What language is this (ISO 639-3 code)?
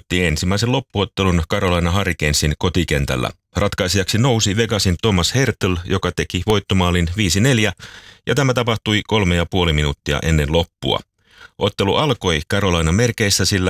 fin